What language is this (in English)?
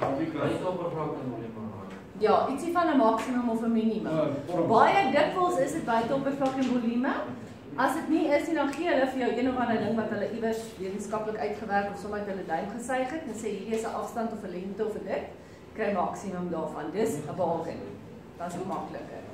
Afrikaans